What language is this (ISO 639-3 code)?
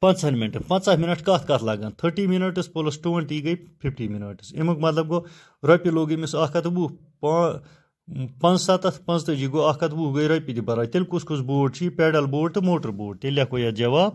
kas